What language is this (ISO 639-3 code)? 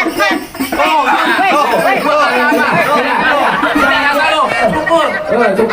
bew